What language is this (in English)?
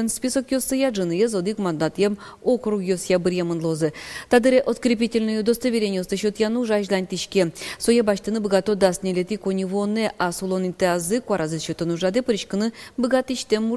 Udmurt